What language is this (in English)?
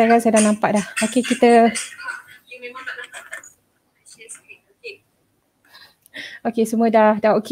Malay